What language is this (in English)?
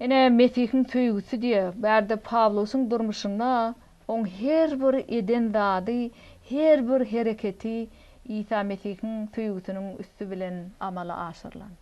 Turkmen